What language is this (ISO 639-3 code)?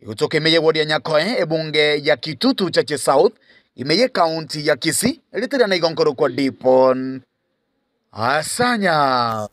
guz